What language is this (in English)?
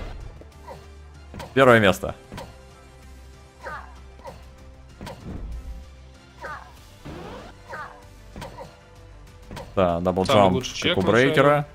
Russian